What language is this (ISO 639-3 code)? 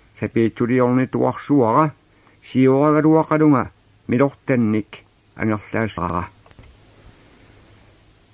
kal